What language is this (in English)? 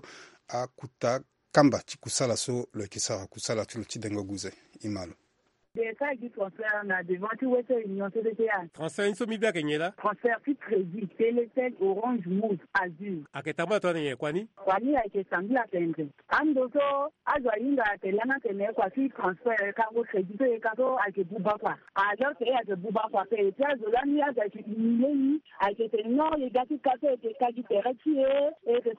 Sango